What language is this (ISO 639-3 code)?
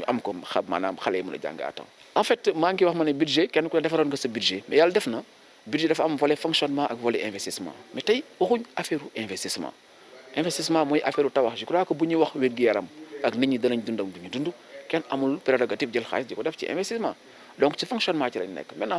wol